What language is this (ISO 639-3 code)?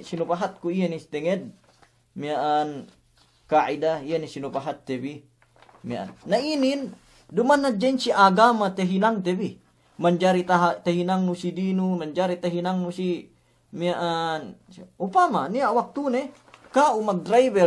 yka